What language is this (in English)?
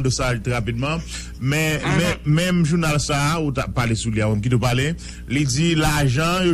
Haitian Creole